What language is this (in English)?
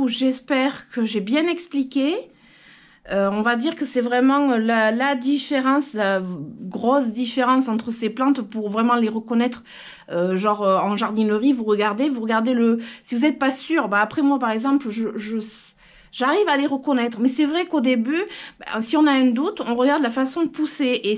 French